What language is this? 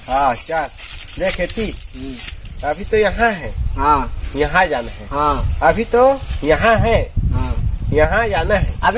Chhattisgarhi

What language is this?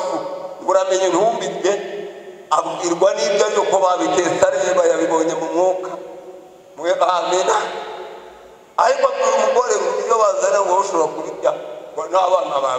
Kinyarwanda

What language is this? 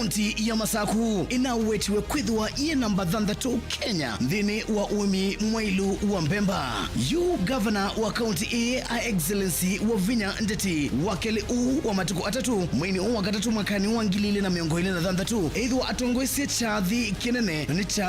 Kamba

